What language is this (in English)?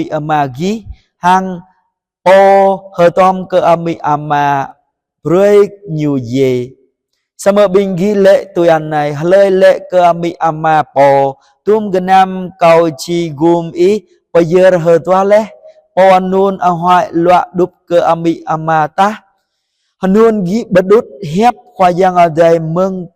Jarai